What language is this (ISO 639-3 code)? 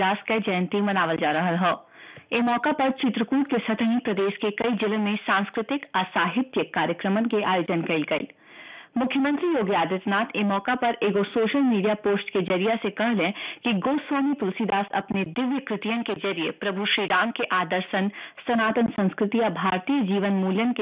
bho